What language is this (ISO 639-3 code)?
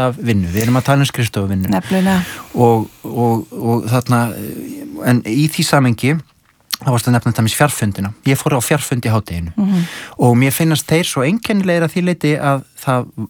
isl